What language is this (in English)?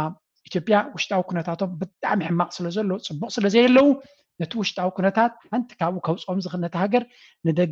Tigrinya